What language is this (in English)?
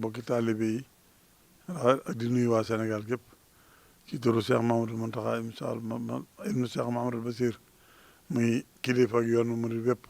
Wolof